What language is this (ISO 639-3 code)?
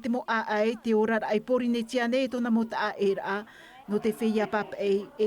tah